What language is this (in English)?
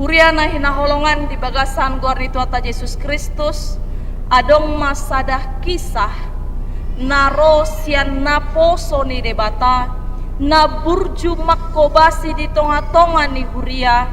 Batak Toba